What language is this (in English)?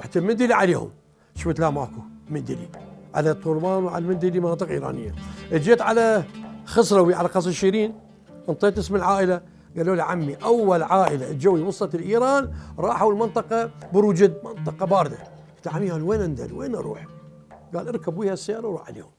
Mesopotamian Arabic